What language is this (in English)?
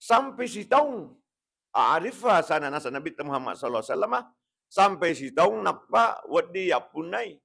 Buginese